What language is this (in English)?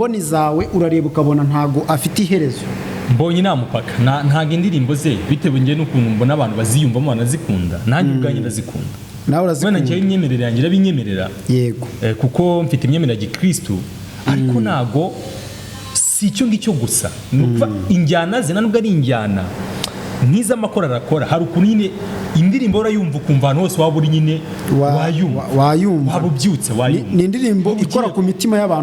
Kinyarwanda